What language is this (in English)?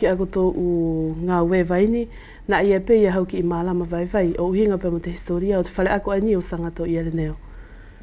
Wallisian